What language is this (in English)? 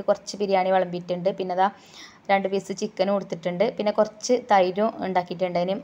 Malayalam